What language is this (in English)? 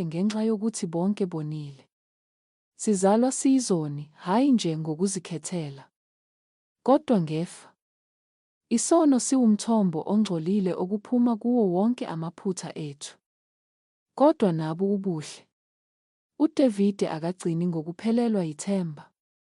Zulu